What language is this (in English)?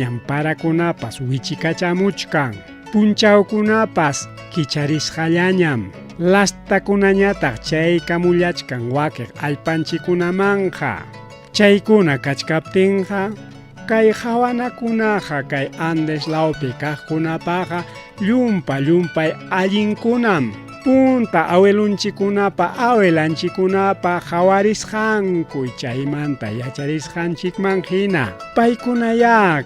Ayacucho Quechua